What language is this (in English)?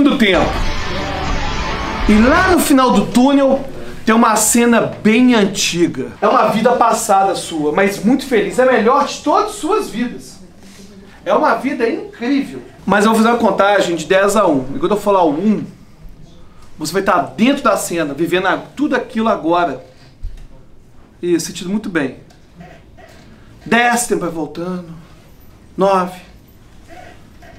Portuguese